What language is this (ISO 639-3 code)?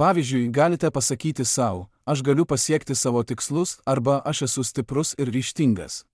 lit